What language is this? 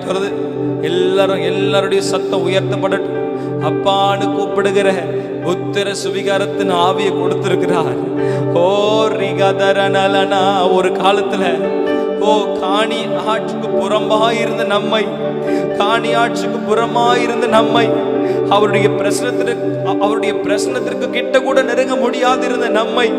Tamil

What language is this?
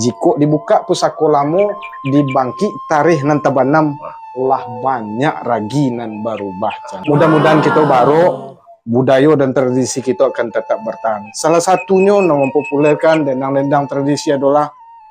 Minangkabau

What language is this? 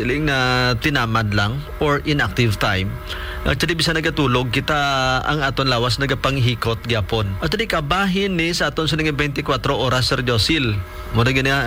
Hiligaynon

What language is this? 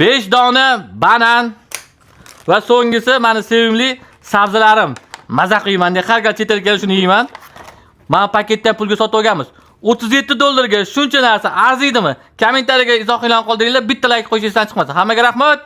Uzbek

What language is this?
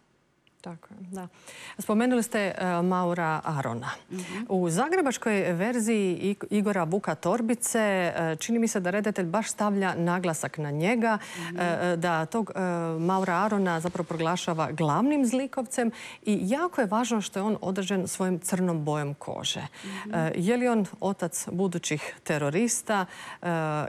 Croatian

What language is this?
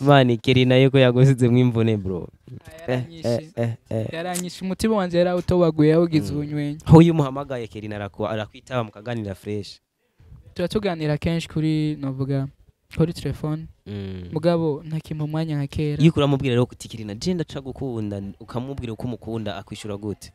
Rundi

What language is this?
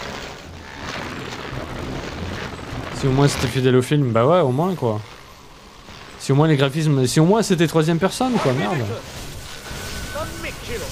French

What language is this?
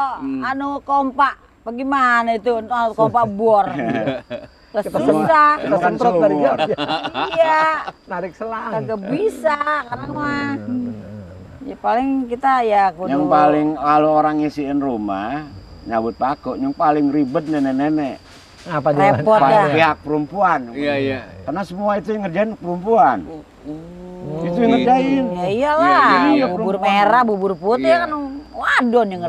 Indonesian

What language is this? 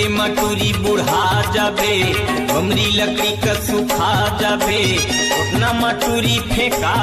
Chhattisgarhi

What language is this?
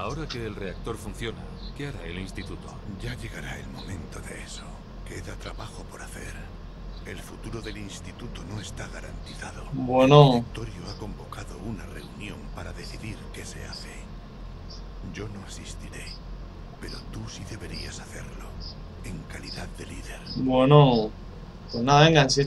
Spanish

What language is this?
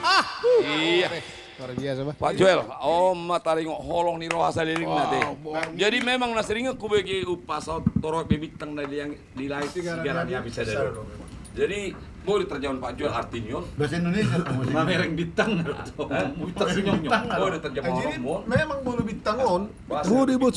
Batak Toba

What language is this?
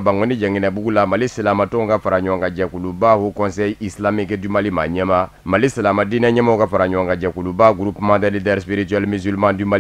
Bambara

